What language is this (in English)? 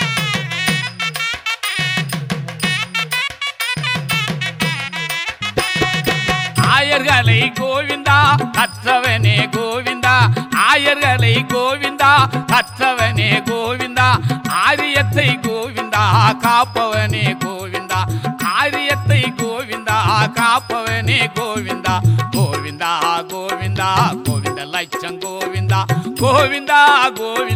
Tamil